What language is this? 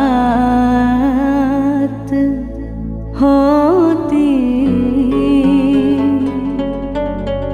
Hindi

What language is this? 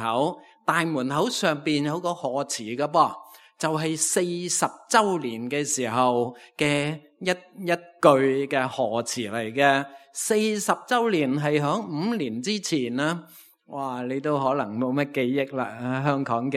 Cantonese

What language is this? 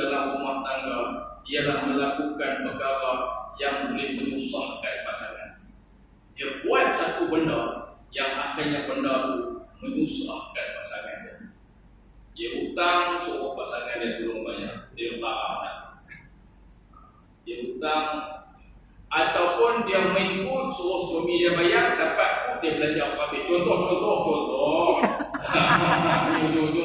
Malay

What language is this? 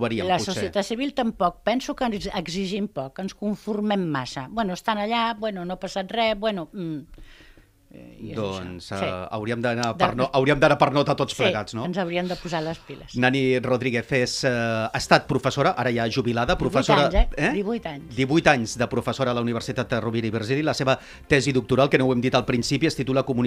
Catalan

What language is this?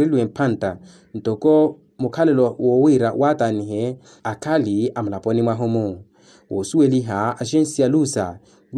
Makhuwa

